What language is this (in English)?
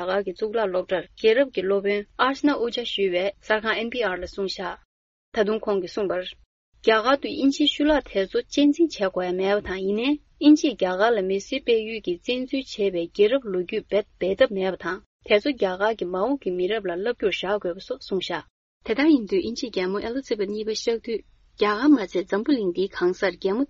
Tibetan